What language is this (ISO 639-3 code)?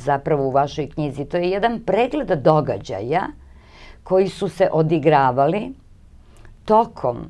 srp